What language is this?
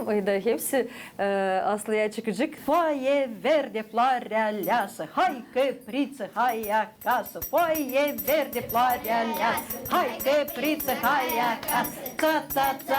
Gagauz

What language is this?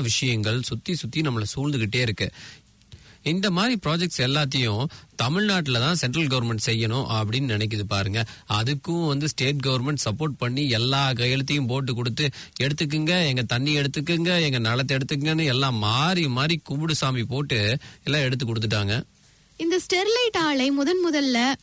Tamil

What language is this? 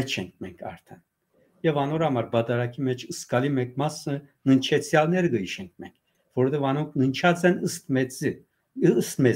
Western Armenian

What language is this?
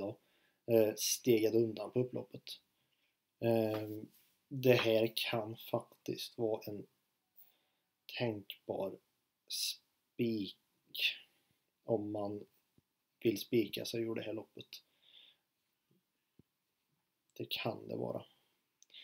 Swedish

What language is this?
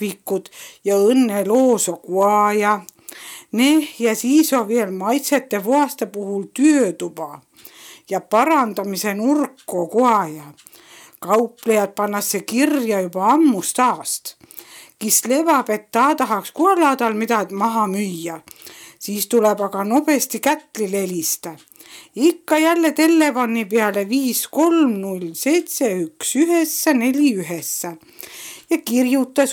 Estonian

